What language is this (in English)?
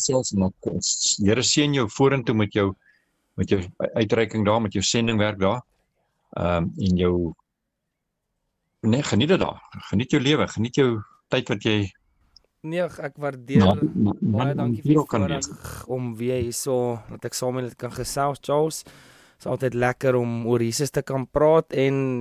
Afrikaans